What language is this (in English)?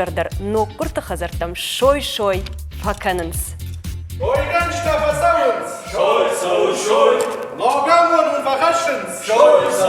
Ossetic